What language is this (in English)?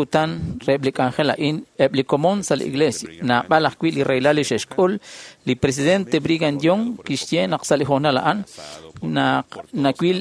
Kekchí